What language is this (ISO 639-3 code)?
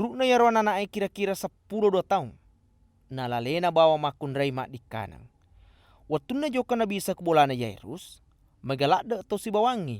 bug